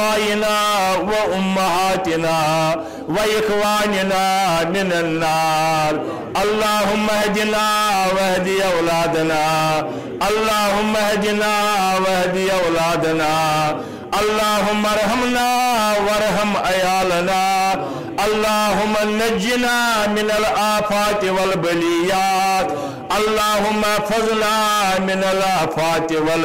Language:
Kashmiri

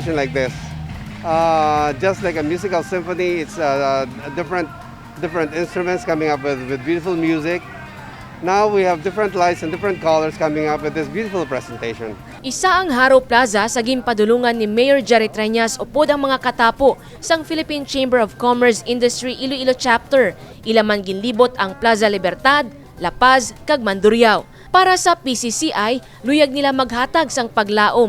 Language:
Hiligaynon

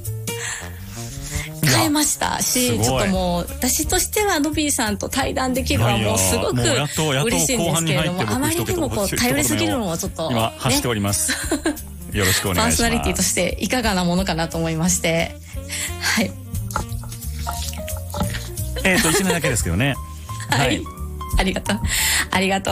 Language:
Japanese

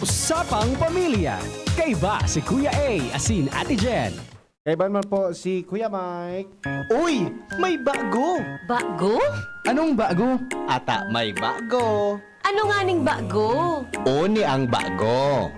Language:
Bikol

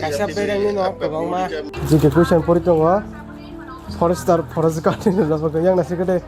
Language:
Kok Borok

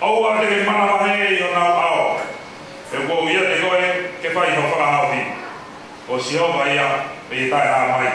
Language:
Tongan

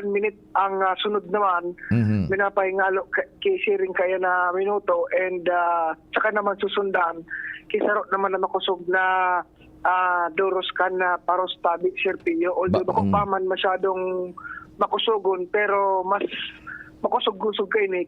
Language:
Bikol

